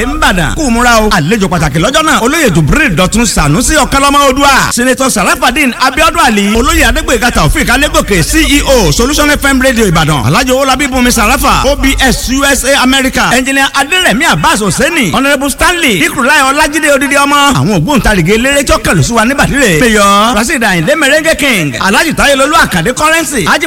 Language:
Yoruba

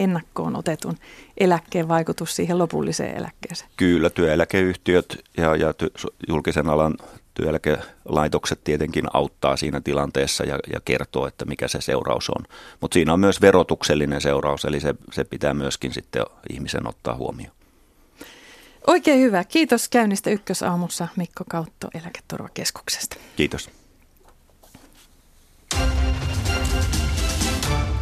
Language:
Finnish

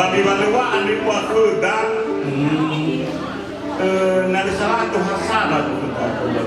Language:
Nias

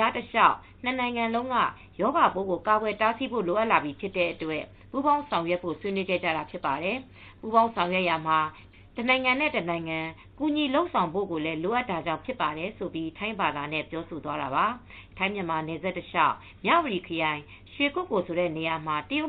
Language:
Burmese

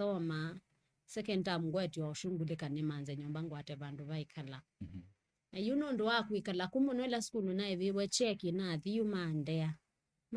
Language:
Kamba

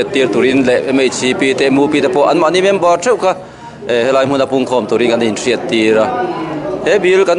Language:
Mizo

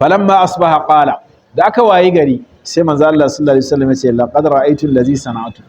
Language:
Hausa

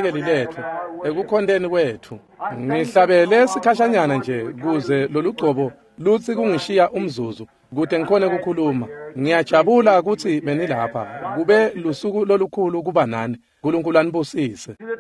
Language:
Swati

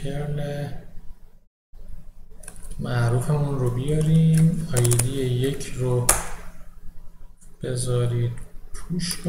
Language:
Persian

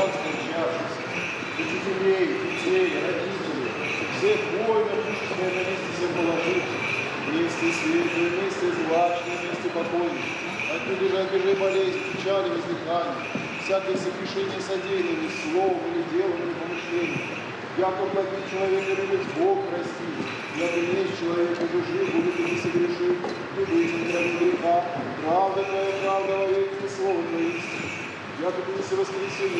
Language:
Ossetic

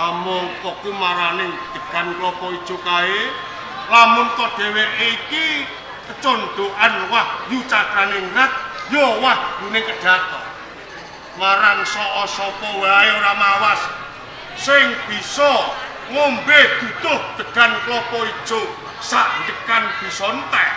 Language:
Javanese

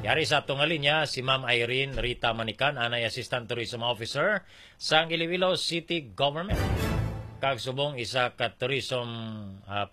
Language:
Hiligaynon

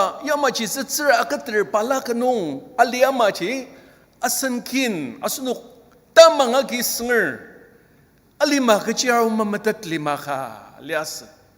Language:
Ao Naga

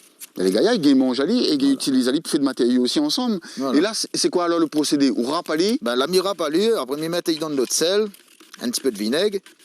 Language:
Réunion Creole French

